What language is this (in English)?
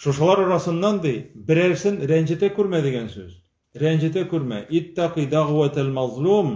Tatar